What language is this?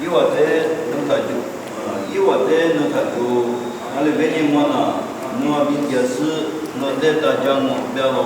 Lisu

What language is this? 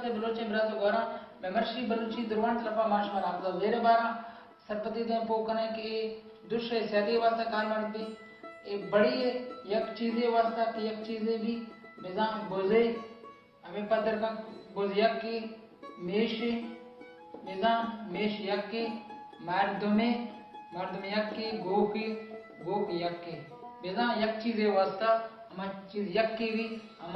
Baluchi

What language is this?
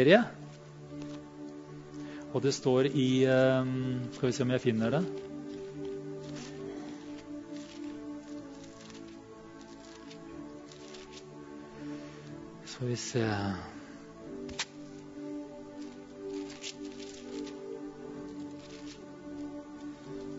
Norwegian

